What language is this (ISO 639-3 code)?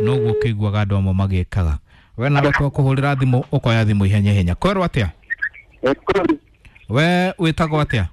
kik